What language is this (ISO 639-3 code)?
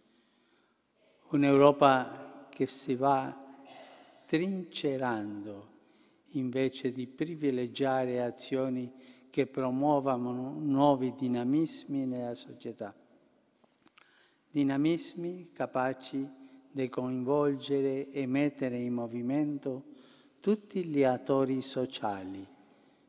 ita